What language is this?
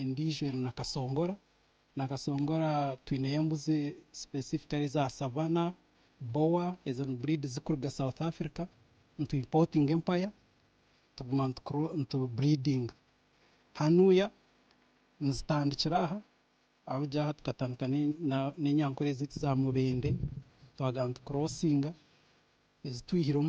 Nyankole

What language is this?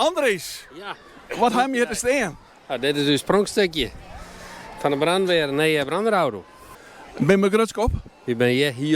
Western Frisian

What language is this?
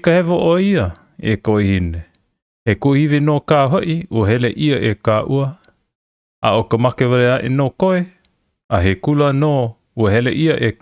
Hawaiian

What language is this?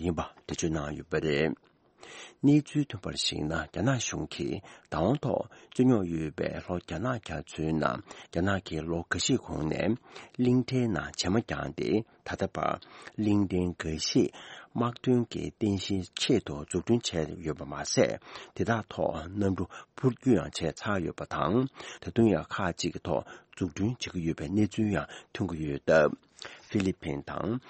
Tibetan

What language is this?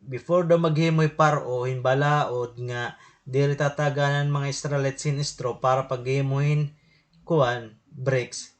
Waray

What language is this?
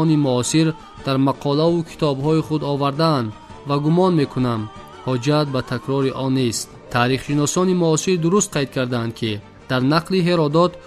Tajik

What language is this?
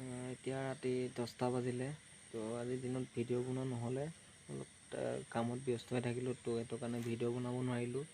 Assamese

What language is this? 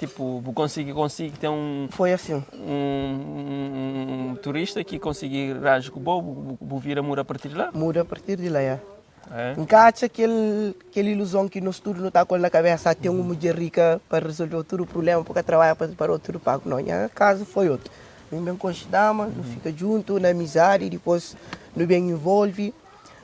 Kabuverdianu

